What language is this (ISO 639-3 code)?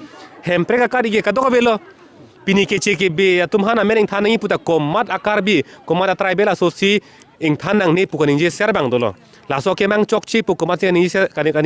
mjw